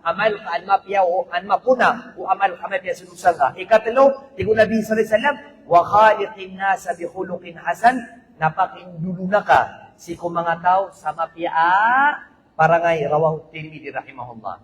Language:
Maranao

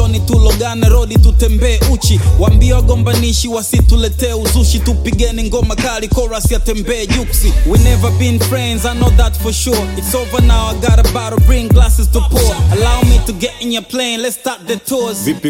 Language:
Swahili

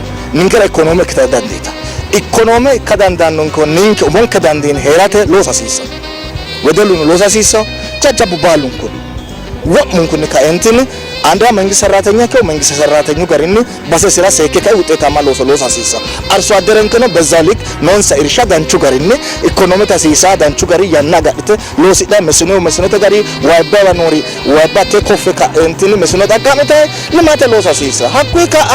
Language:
Sidamo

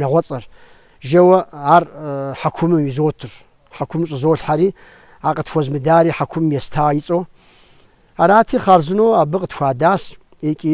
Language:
Kabardian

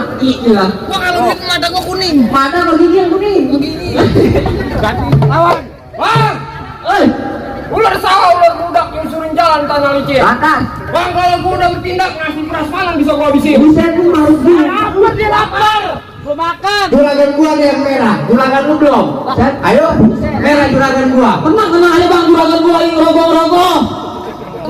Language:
Betawi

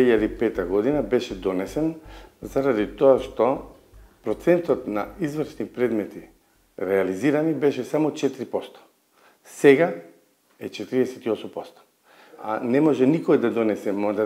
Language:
Macedonian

